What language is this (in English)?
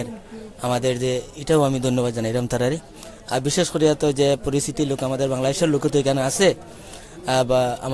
Sylheti